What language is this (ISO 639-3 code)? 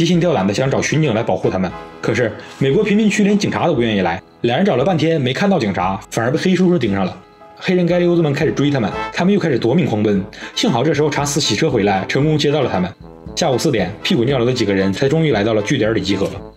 zho